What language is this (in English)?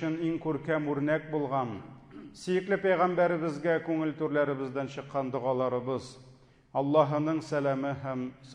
Tatar